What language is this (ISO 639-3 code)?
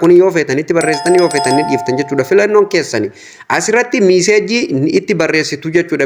orm